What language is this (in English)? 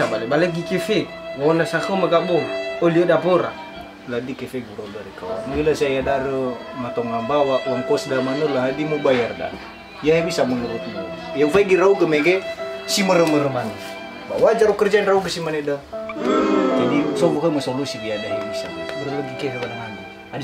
Nias